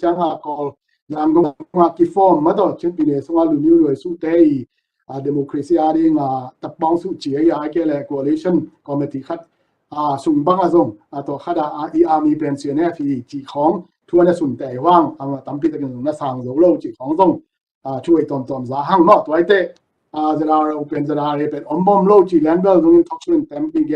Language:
Tedim Chin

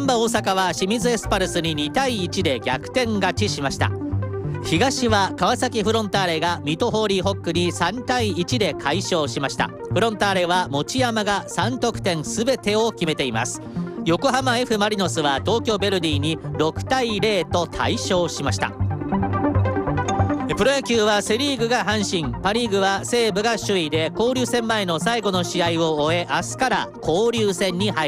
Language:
Japanese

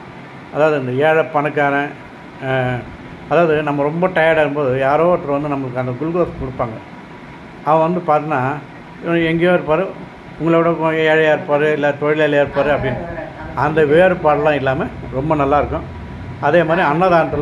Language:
Tamil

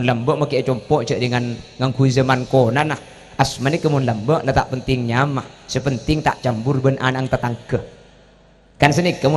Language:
Madurese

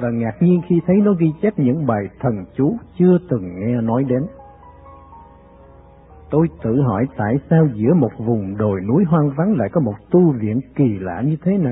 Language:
Vietnamese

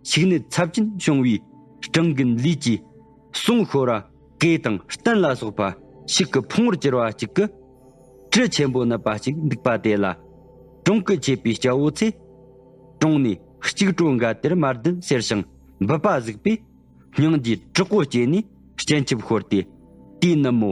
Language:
Tibetan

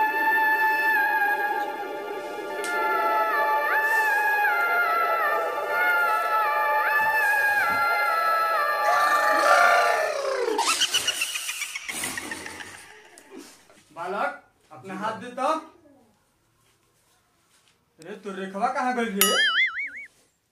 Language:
Bhojpuri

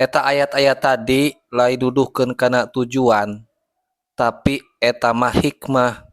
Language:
Sundanese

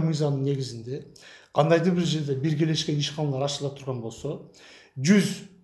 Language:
Kyrgyz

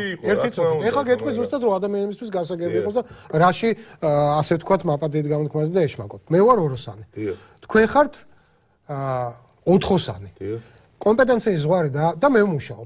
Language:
Georgian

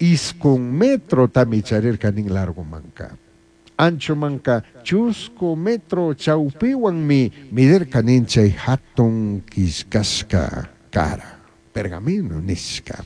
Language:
Chimborazo Highland Quichua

